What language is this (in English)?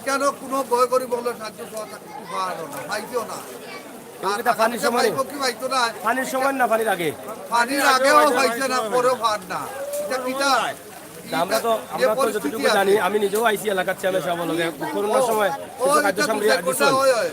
Sylheti